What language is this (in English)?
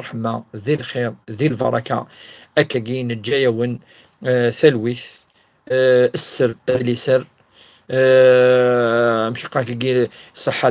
Kabyle